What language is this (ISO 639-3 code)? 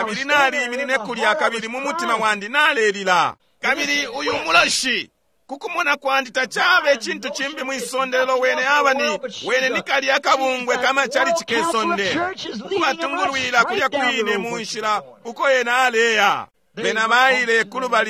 bem